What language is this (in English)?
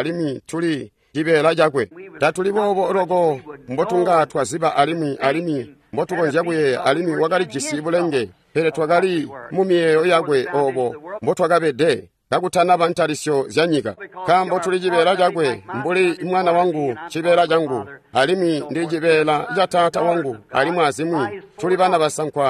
Tonga (Zambia)